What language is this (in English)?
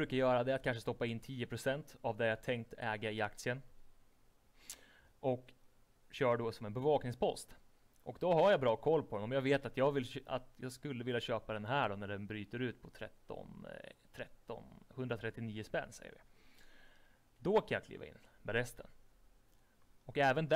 Swedish